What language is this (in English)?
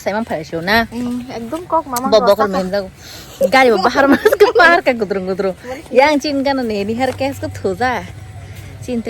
Kok Borok